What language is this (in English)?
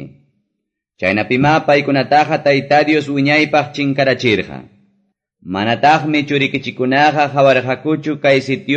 Quechua